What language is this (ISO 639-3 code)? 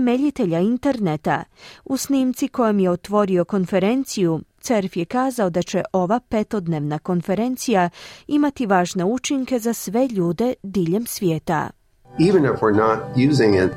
hrv